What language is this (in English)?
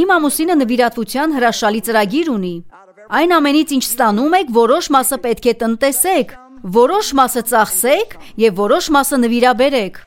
Armenian